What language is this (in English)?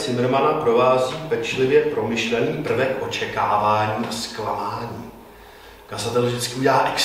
Czech